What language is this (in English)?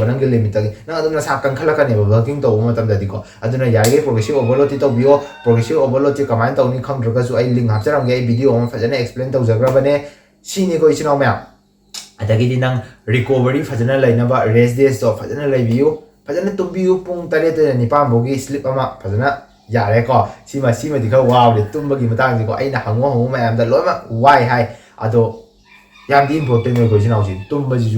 Manipuri